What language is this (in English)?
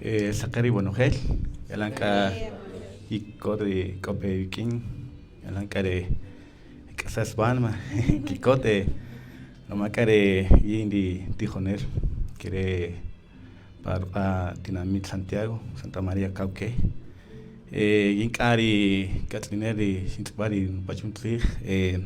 Kaqchikel